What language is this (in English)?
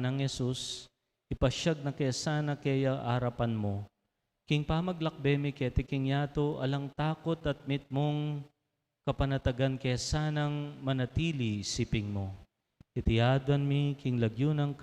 Pampanga